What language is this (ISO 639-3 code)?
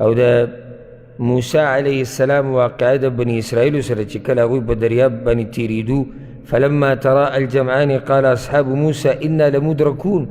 pus